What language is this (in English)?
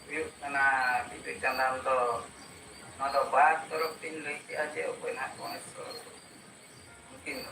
Santali